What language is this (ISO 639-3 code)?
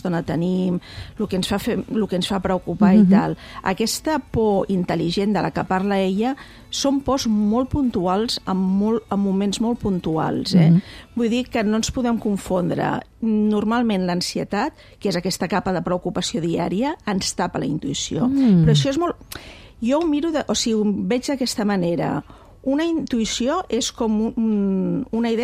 cat